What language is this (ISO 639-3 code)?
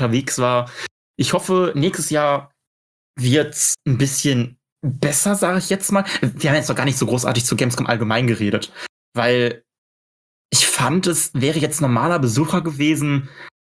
deu